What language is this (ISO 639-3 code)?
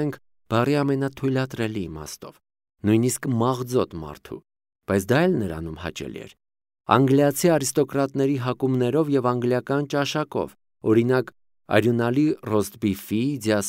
hye